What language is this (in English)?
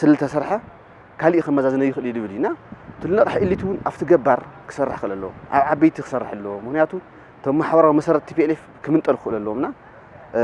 Tigrinya